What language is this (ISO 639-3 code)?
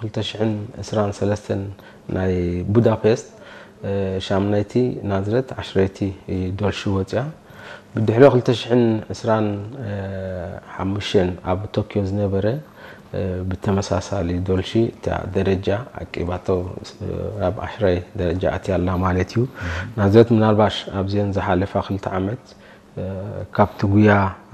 tir